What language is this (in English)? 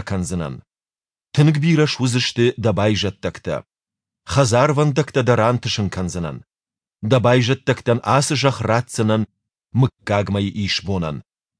Ossetic